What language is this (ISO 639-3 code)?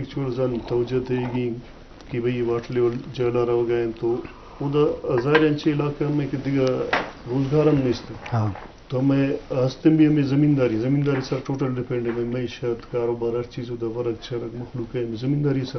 bgp